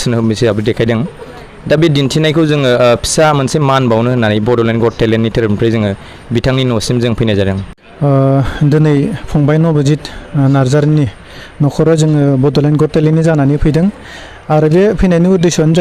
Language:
Bodo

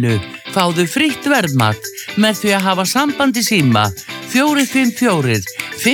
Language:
Icelandic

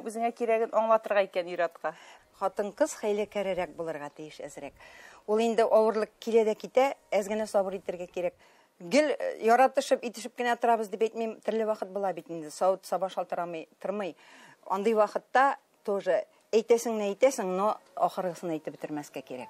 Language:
Tatar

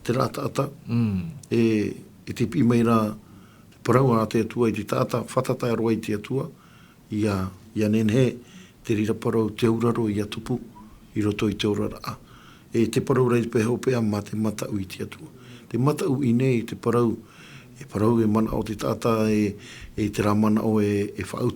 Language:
Tahitian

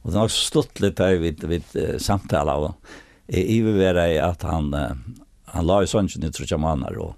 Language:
Faroese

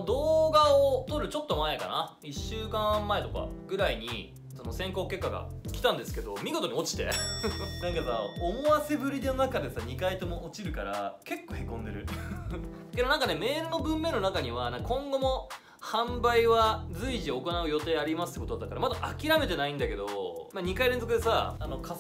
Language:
Japanese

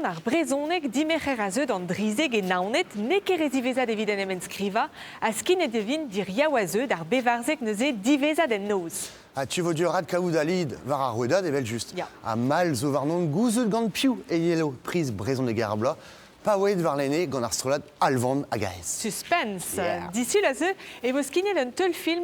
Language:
Breton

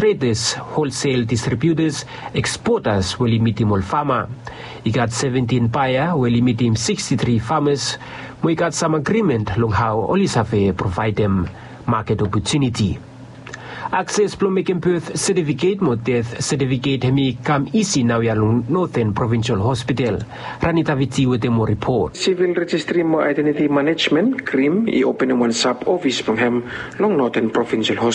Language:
Bislama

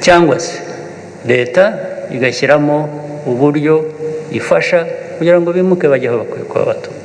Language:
Kinyarwanda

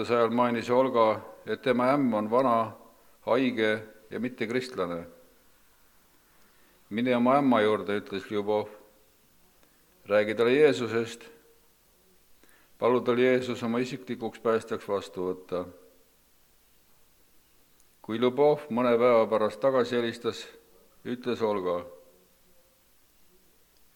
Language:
Estonian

